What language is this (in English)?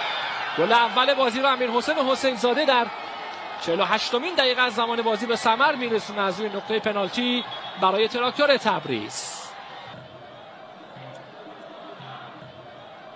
Persian